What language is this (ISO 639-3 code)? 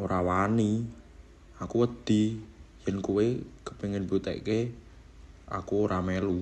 jav